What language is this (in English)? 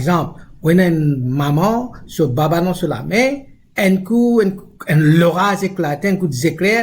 Morisyen